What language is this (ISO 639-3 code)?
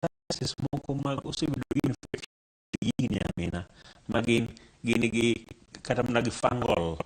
luo